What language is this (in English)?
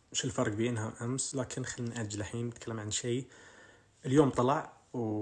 Najdi Arabic